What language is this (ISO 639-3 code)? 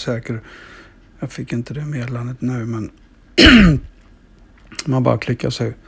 swe